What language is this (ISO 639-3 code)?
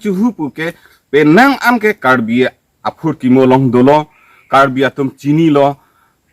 mjw